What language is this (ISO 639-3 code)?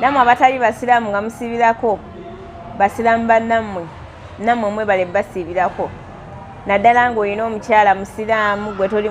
lug